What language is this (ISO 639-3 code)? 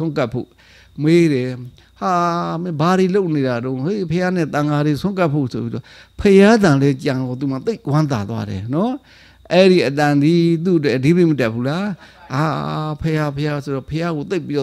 mya